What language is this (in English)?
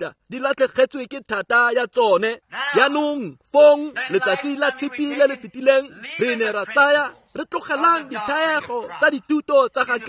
Tswana